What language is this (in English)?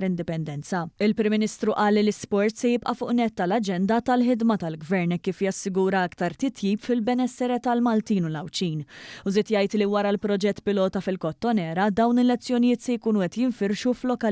Maltese